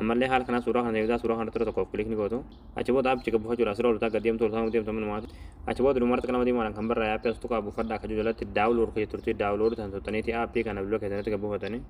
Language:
Oromo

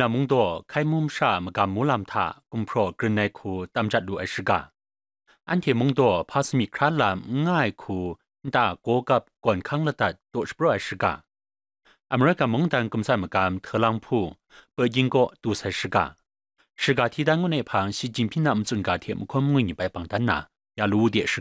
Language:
Kachin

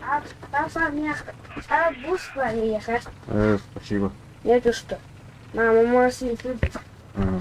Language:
Yakut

